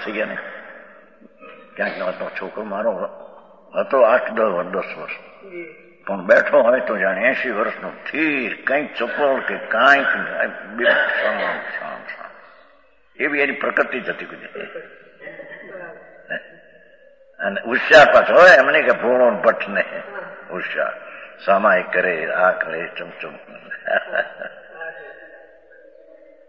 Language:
Gujarati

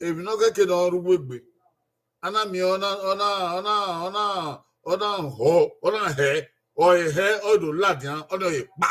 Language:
Bini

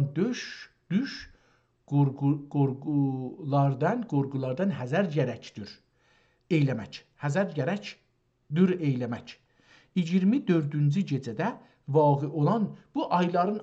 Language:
South Azerbaijani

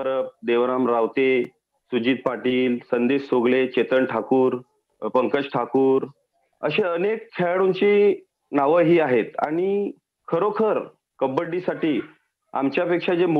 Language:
Marathi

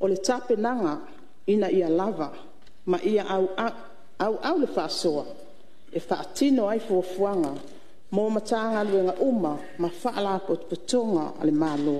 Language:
Samoan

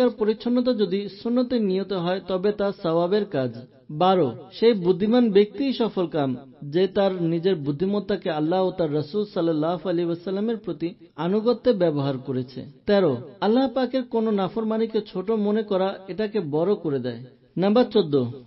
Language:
Bangla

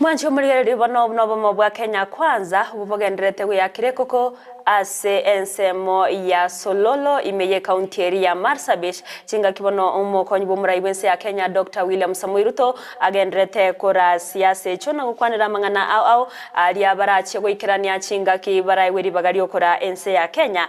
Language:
Gusii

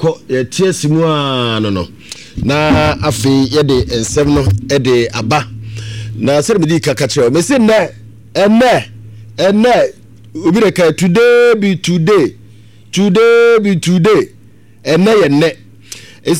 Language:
Akan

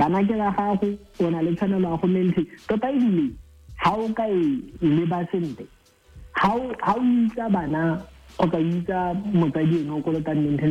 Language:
Tswana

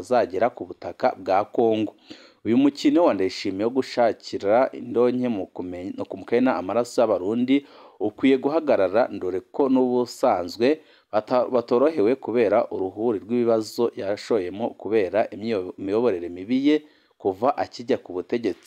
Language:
Rundi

